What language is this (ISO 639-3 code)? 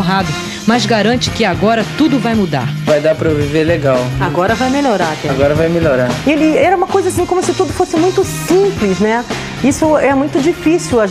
por